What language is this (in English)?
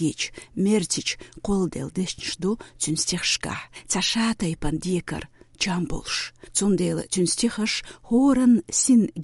Chechen